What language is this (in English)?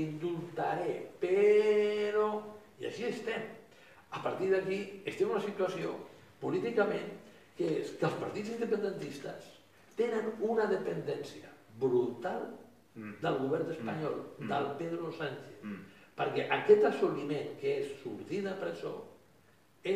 Catalan